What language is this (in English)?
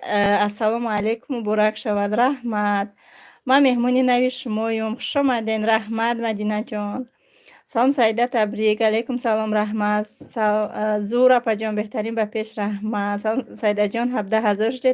Tajik